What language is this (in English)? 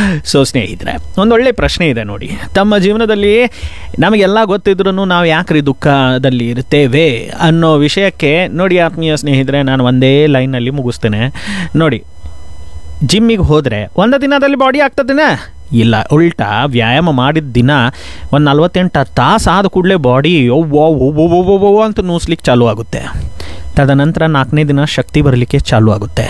Kannada